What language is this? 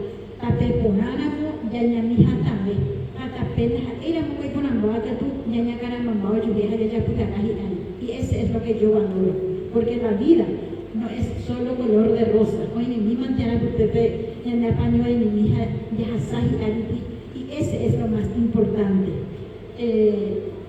Guarani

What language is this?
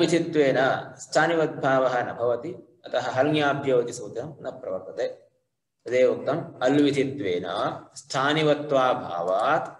Sanskrit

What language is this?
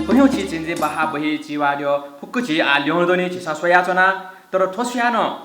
Newari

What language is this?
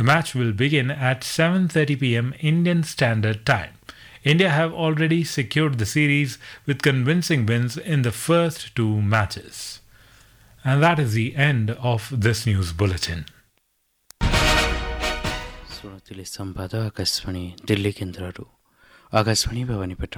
Odia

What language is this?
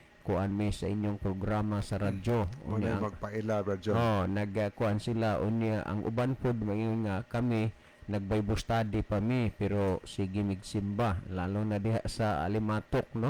Cebuano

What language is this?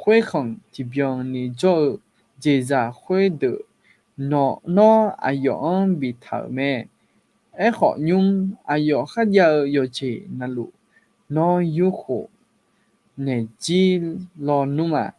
Akha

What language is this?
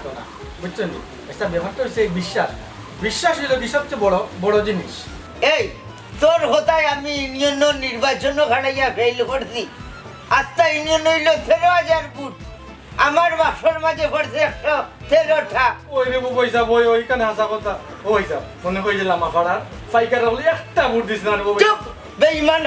Sylheti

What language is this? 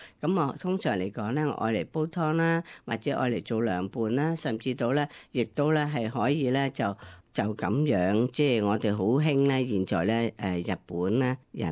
Cantonese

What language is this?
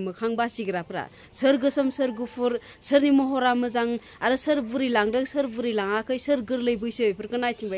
Bodo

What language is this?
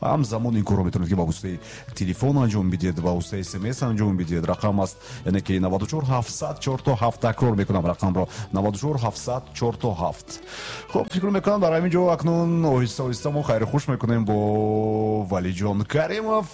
Tajik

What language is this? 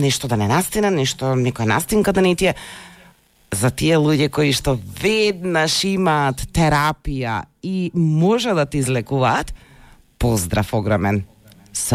Macedonian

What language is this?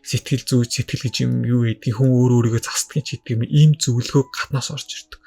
Mongolian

